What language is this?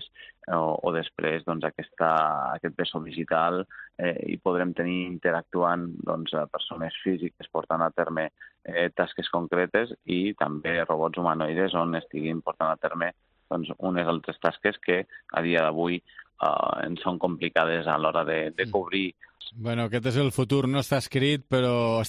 Catalan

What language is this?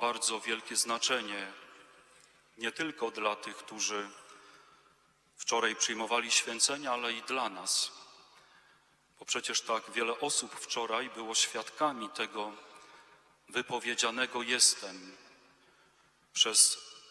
Polish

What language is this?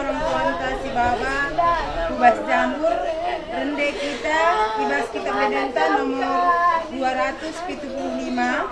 Batak Karo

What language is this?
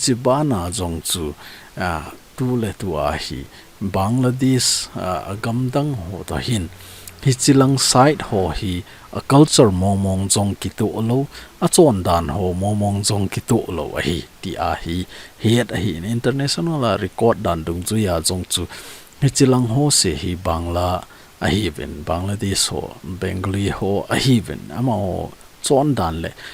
Thado Chin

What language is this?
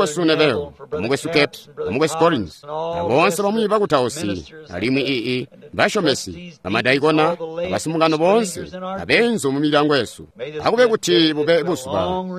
Tonga (Zambia)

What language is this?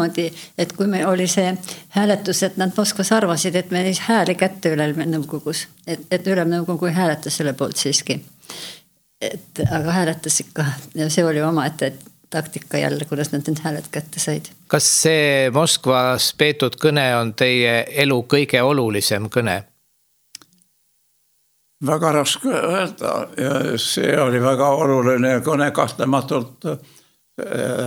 Estonian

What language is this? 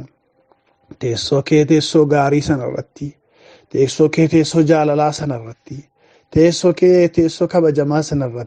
Oromo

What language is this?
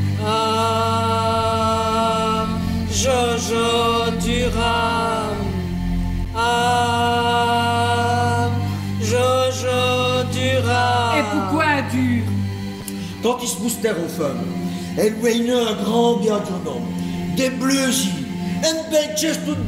Walloon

